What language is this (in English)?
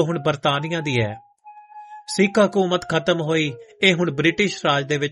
Punjabi